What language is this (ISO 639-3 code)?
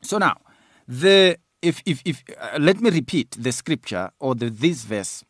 eng